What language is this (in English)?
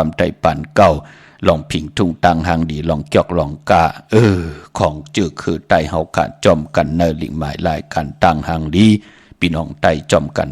Shan